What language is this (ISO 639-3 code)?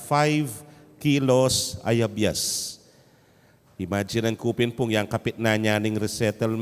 pam